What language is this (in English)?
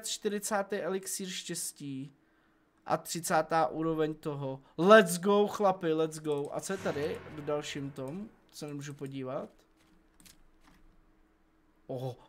Czech